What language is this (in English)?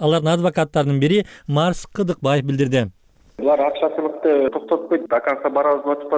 Kyrgyz